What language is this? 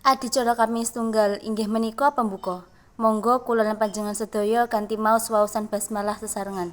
Javanese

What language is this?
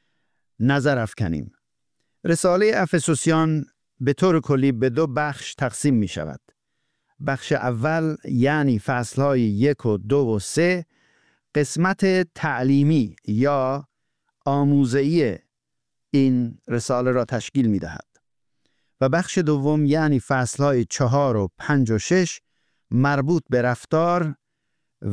Persian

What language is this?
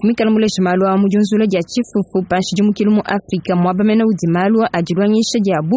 Luba-Lulua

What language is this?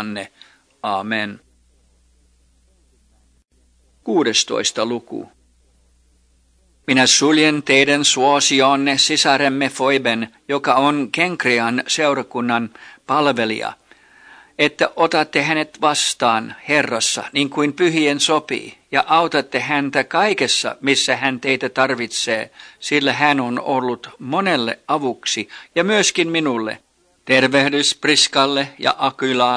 Finnish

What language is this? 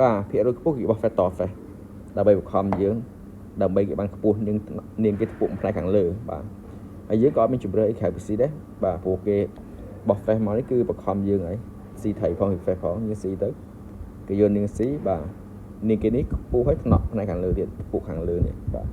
Khmer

